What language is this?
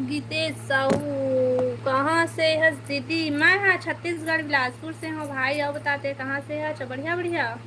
Chhattisgarhi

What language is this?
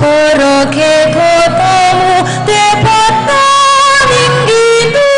Pampanga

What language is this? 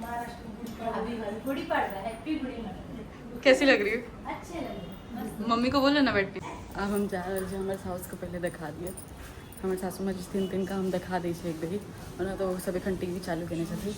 Maithili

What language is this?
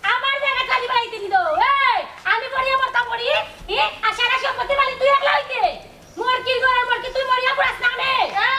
Sylheti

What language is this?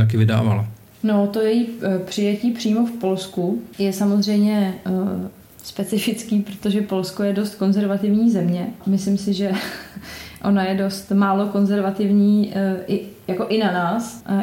Czech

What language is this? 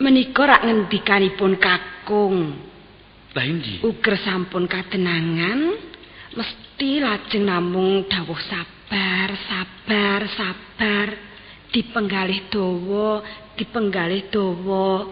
Javanese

